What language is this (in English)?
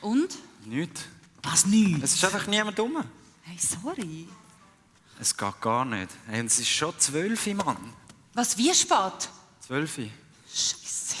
Swiss German